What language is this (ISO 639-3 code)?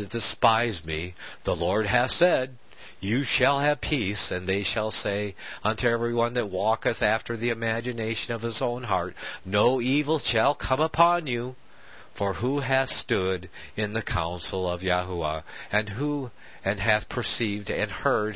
eng